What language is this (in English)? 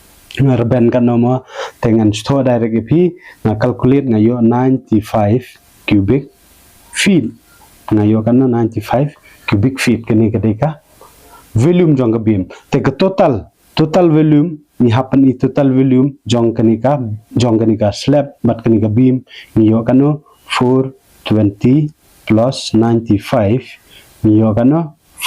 Khasi